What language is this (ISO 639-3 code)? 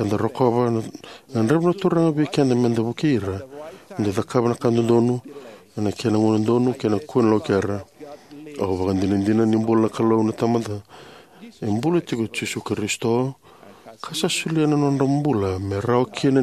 fij